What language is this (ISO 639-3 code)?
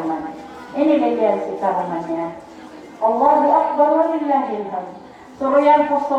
mrw